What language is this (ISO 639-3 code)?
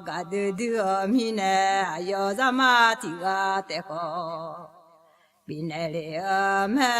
ahk